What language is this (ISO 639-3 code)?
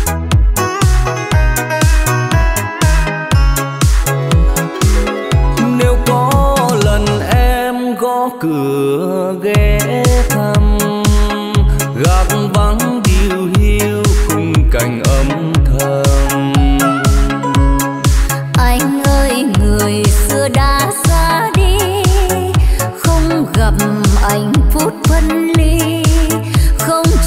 vie